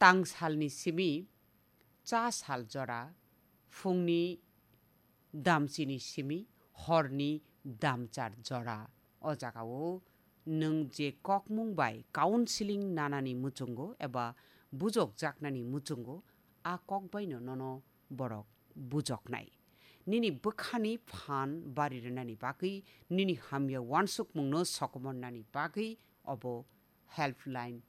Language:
Kok Borok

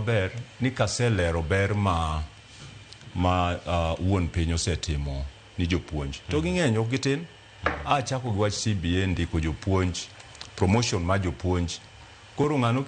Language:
Luo (Kenya and Tanzania)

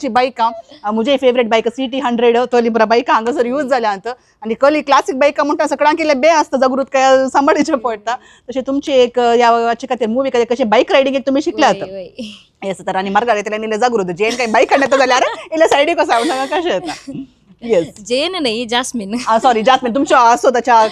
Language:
Konkani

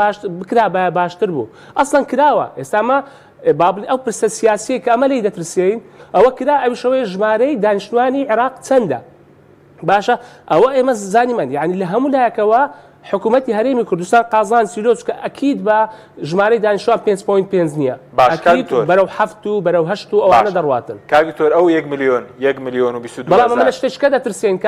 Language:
Central Kurdish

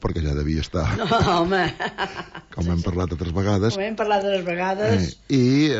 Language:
Catalan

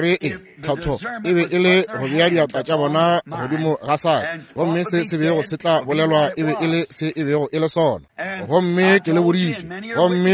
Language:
Northern Sotho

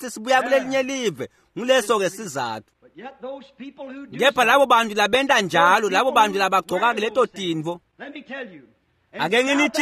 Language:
Swati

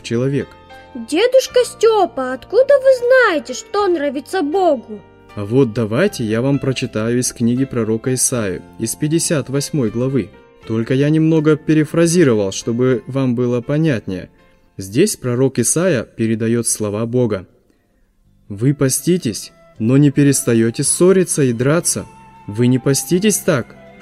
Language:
Russian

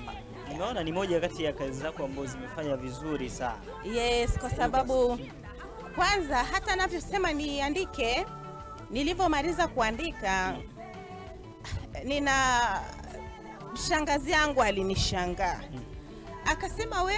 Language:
Swahili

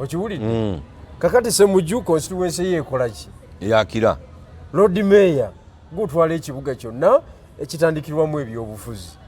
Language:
Ganda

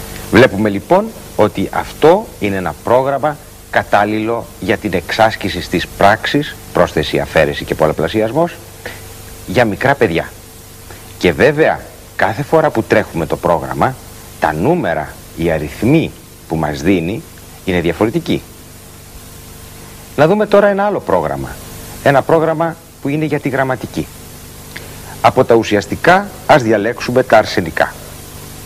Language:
Greek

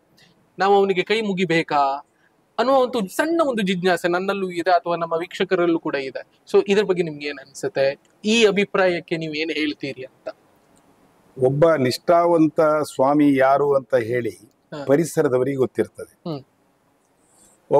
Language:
Kannada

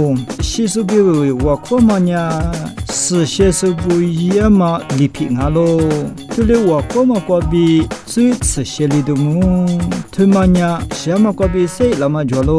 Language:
Lisu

